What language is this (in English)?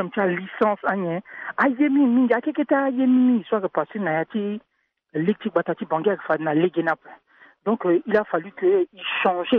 Sango